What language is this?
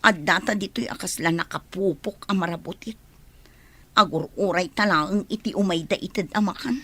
Iloko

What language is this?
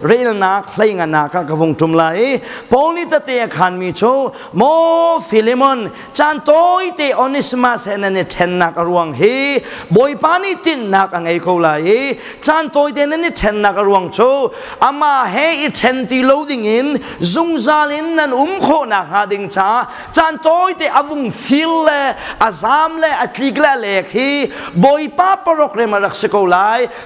Hakha Chin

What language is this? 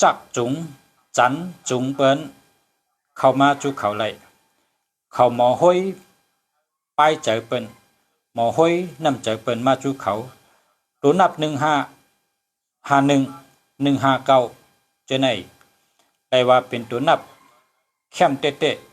Shan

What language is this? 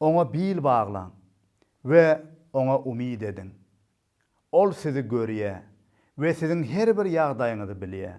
Turkmen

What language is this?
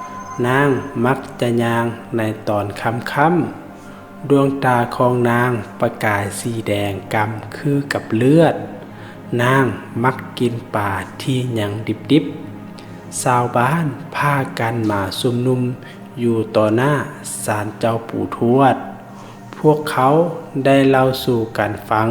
Lao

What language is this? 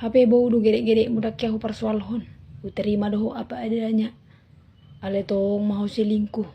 Batak Toba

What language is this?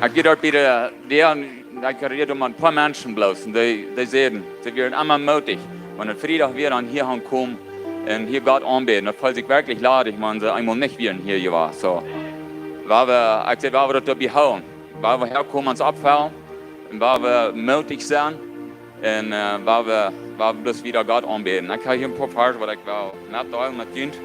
Plautdietsch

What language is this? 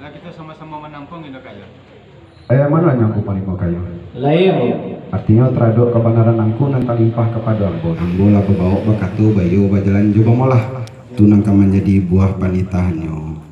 Minangkabau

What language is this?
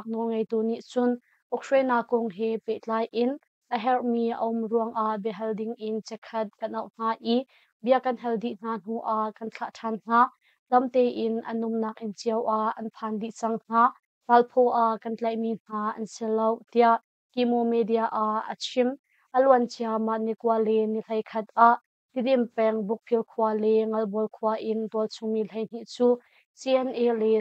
Hakha Chin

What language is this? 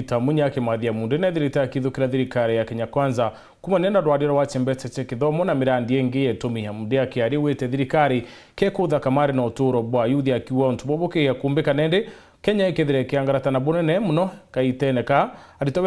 Meru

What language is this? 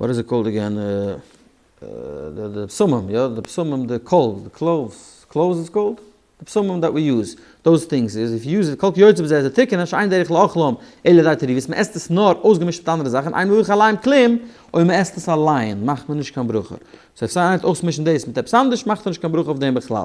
Yiddish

